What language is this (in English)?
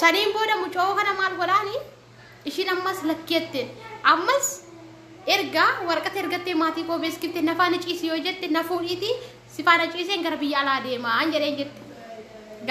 Oromo